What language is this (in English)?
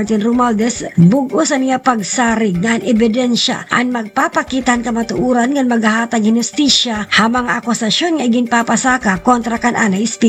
Waray